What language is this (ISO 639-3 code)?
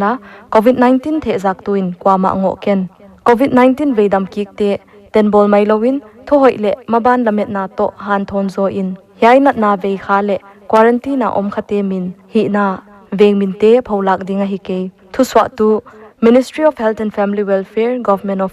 pck